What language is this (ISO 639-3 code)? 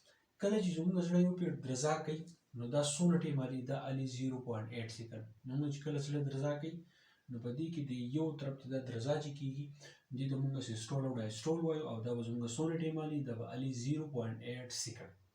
pus